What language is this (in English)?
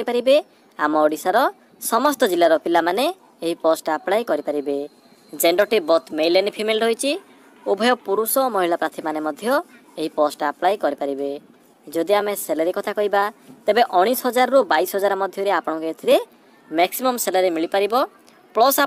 Odia